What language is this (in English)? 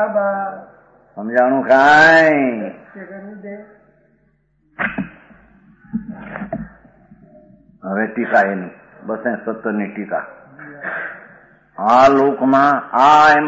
Gujarati